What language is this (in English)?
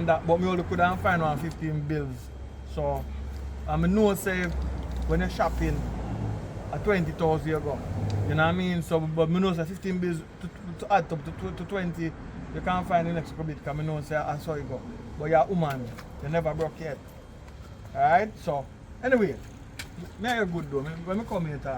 Jamaican Creole English